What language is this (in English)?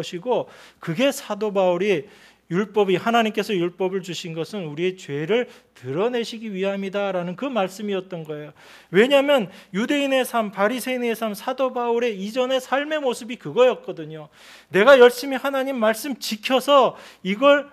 Korean